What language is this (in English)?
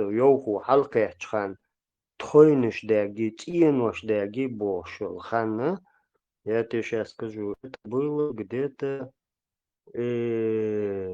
Chechen